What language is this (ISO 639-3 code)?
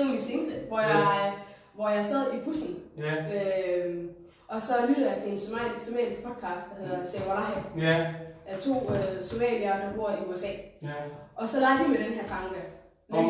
dan